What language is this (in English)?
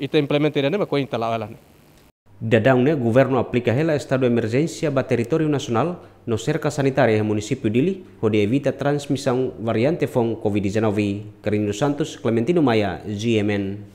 Tetum